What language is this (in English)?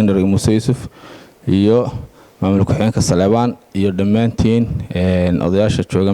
Somali